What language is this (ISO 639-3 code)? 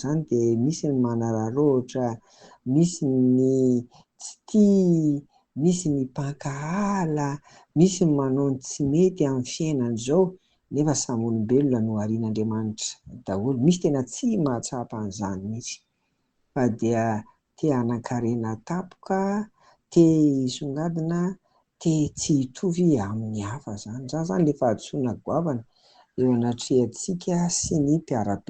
mlg